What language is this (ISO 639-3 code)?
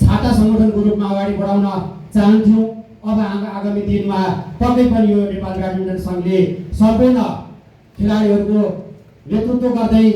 nep